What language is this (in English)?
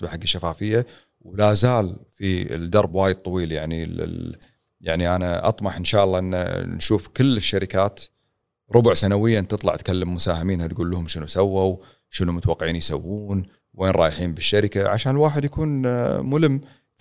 Gulf Arabic